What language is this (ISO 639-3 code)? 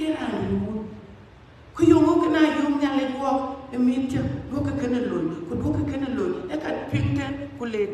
din